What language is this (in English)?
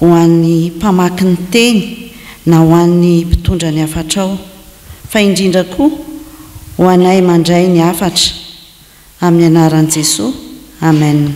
Malagasy